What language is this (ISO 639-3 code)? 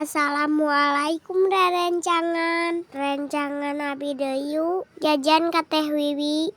sun